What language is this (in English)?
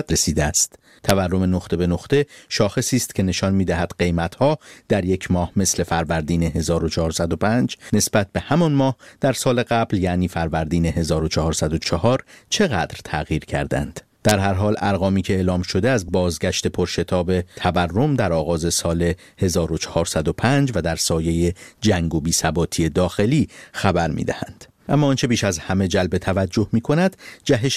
Persian